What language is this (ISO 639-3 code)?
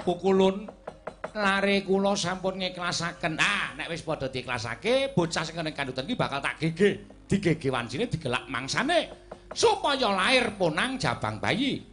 jav